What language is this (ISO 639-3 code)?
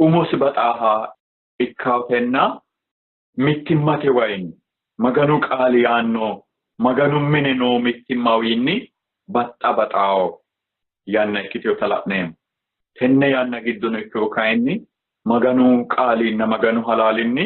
sid